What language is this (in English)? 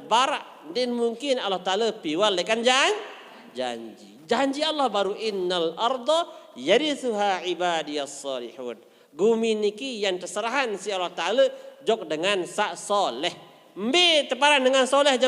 Sasak